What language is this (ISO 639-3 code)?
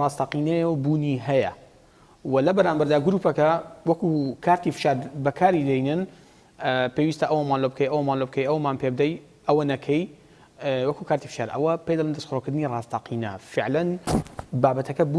ckb